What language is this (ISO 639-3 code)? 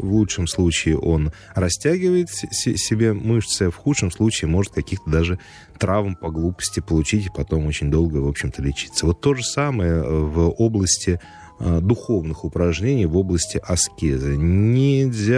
rus